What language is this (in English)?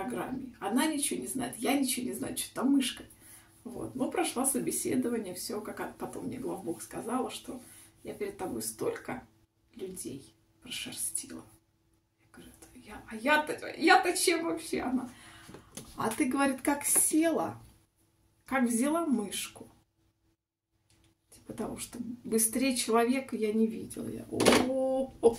Russian